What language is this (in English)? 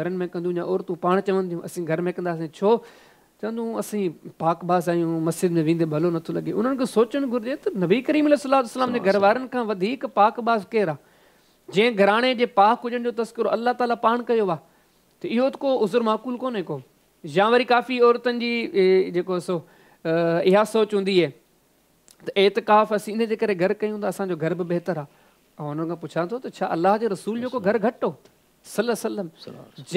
Sindhi